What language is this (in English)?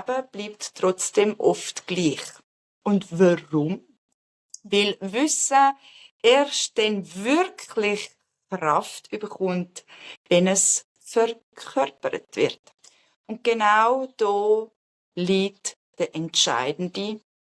Swiss German